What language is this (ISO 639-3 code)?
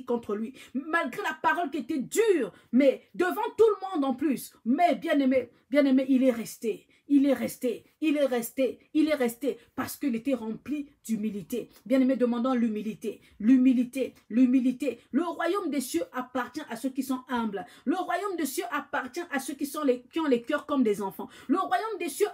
fra